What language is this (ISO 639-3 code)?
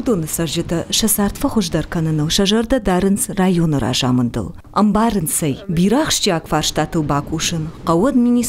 oss